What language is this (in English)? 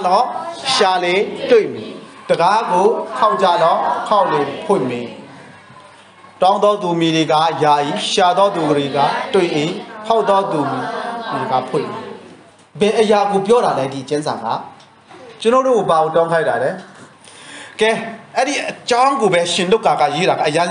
Burmese